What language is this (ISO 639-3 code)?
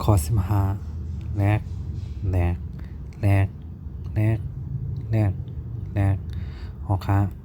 shn